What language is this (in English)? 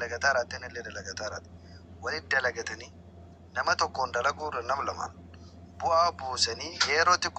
Oromo